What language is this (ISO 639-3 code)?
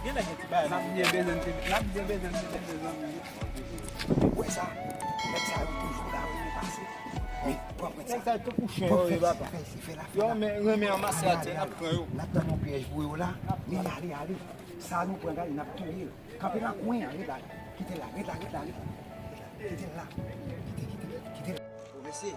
hat